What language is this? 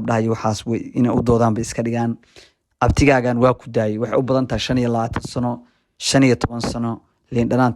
Somali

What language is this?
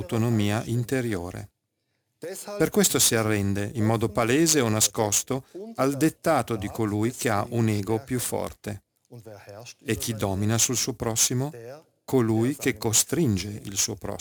Italian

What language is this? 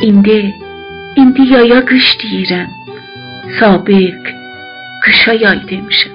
South Azerbaijani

